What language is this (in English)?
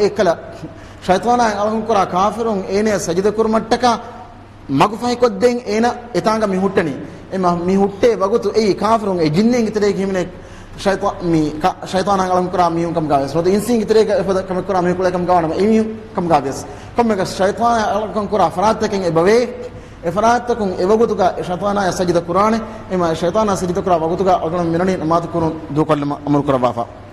Divehi